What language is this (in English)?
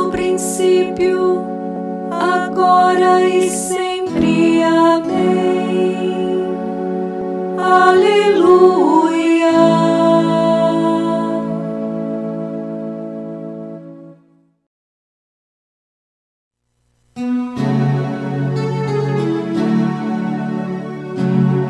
Portuguese